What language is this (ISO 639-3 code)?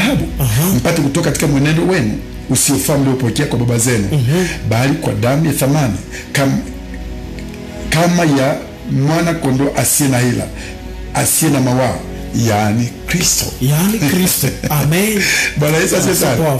swa